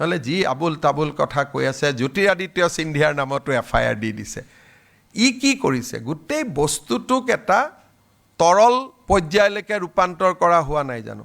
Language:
Assamese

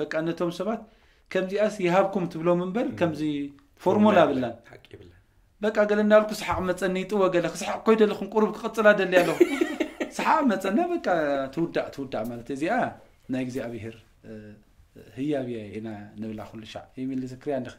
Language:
Tigrinya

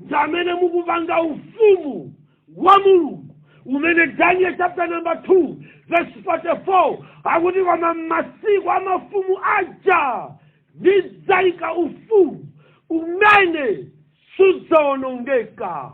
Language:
Nyanja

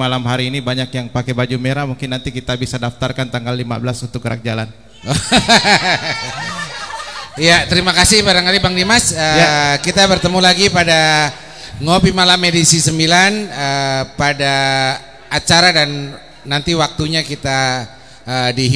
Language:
Indonesian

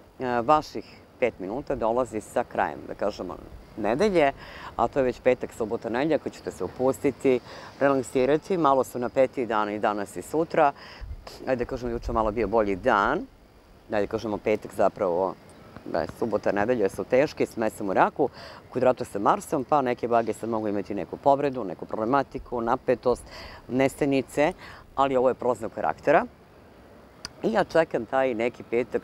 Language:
Serbian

